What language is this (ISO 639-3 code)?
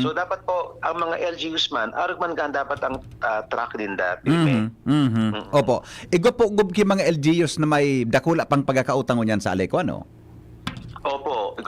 bik